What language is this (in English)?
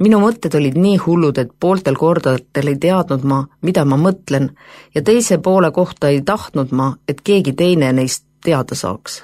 Estonian